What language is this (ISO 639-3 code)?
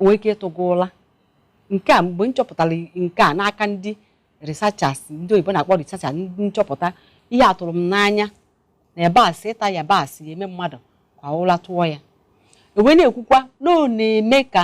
ibo